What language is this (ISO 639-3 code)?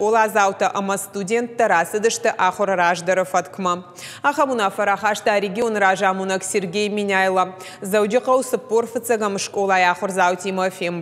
oss